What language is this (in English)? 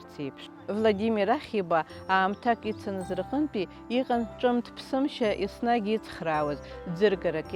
Abkhazian